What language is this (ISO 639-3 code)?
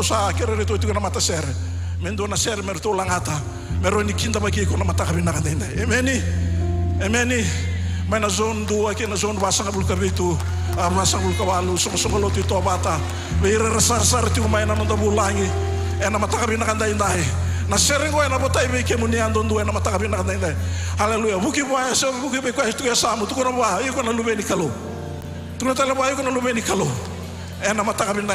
fij